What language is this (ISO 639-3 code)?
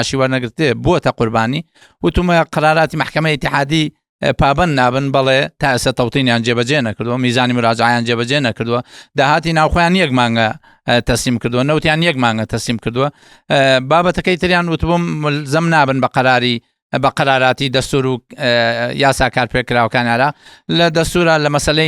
ckb